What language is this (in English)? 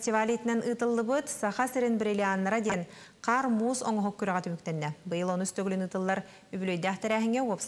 Yakut